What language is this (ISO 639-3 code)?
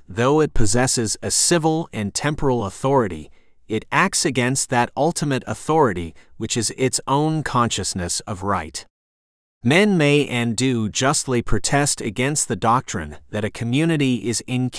eng